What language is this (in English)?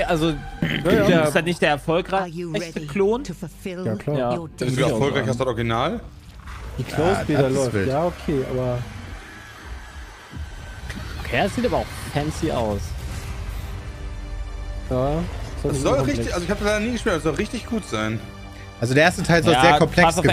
German